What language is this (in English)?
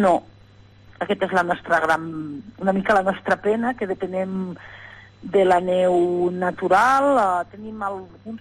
Catalan